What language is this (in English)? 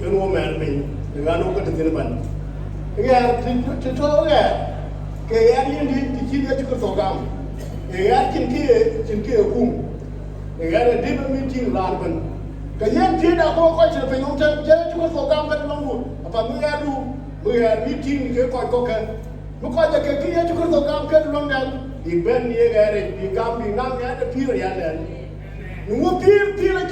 Dinka